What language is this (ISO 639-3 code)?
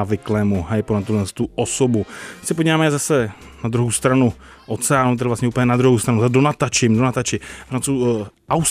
ces